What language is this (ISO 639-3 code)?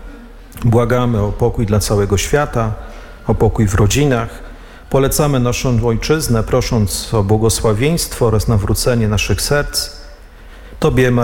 pol